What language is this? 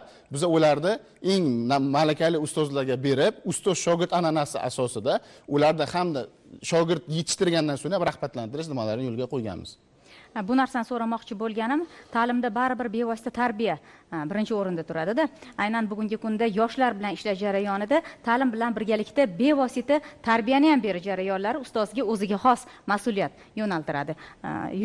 Uzbek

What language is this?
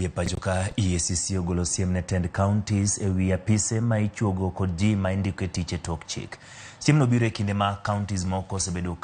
Luo (Kenya and Tanzania)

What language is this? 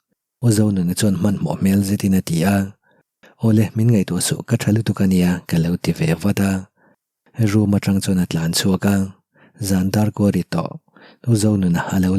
Mizo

